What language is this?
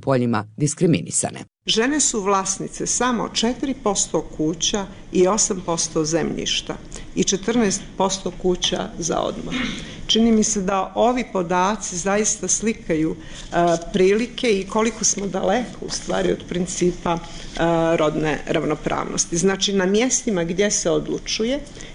Bosnian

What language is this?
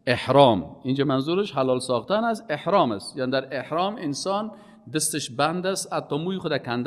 Persian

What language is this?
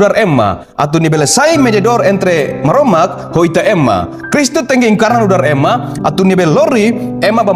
Tetum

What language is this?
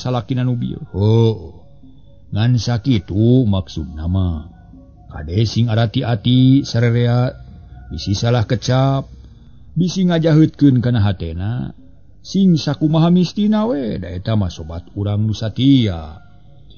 Sundanese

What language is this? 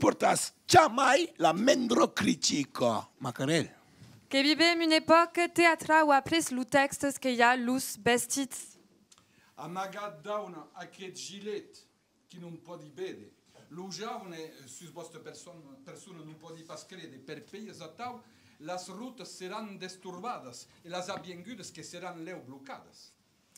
Occitan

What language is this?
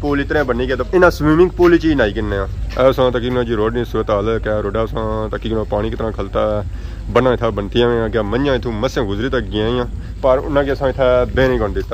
Pahari-Potwari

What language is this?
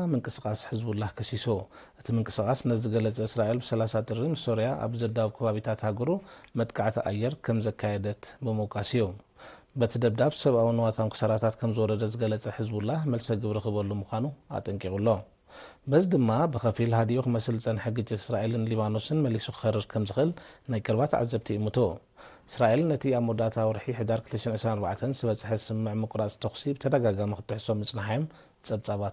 Tigrinya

